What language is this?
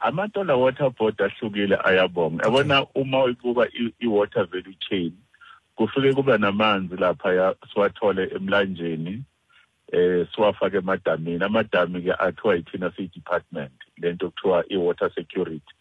Xhosa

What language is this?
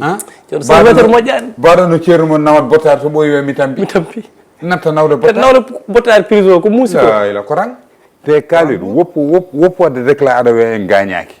Fula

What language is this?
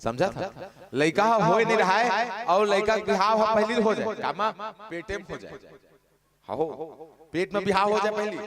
Chhattisgarhi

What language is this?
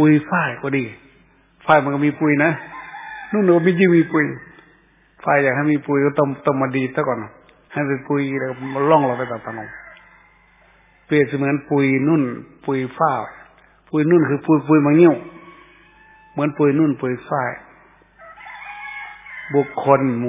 Thai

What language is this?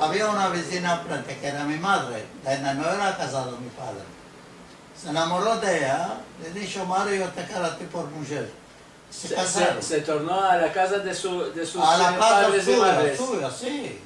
Ladino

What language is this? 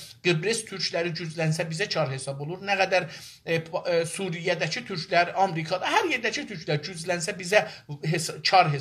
South Azerbaijani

